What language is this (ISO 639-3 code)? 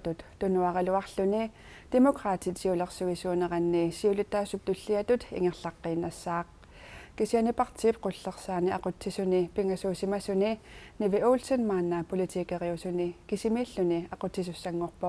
kal